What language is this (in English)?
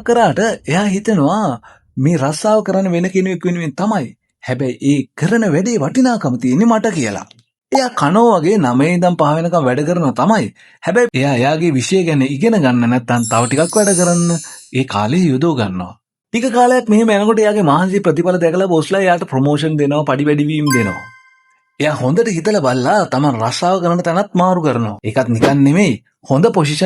Sinhala